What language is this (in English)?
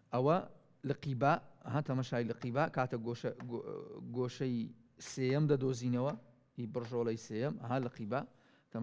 Central Kurdish